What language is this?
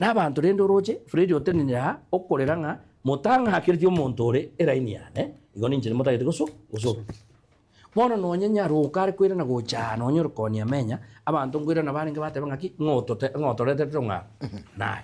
Gusii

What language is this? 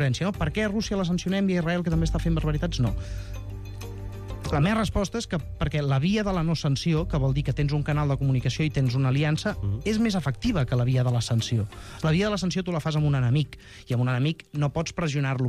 Catalan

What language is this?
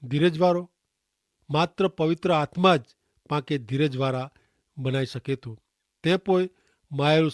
Kachhi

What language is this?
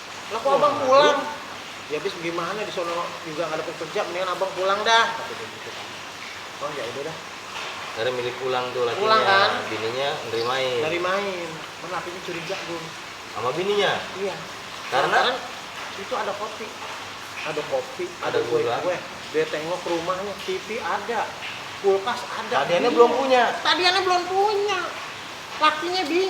Betawi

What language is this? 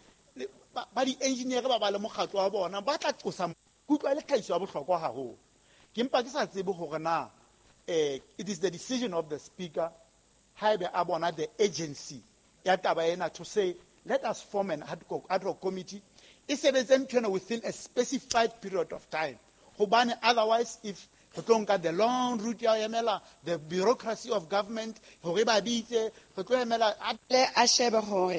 Southern Sotho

